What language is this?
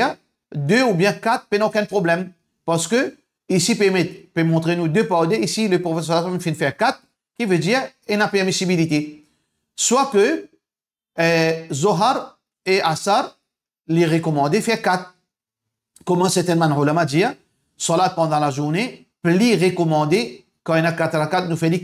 Morisyen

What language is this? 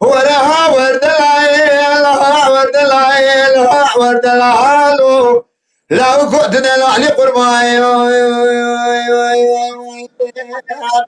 Kurdish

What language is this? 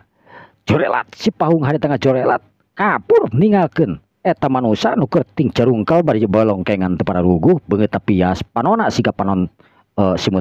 Sundanese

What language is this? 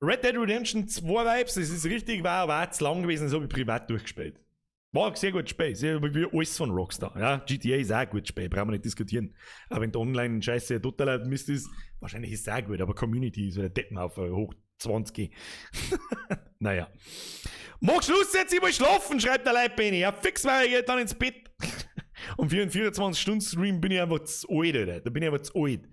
Bavarian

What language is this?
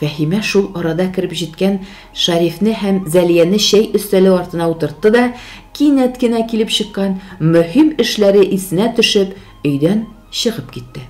Tatar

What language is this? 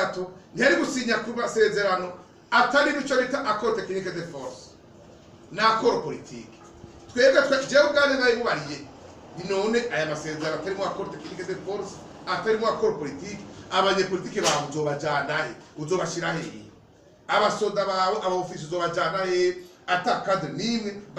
Rundi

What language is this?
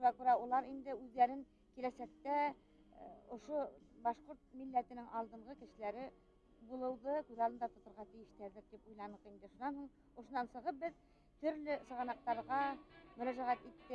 Bashkir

